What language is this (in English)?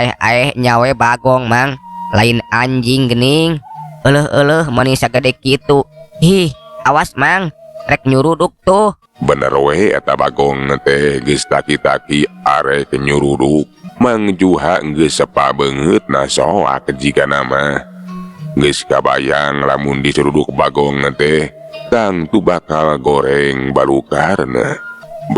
Sundanese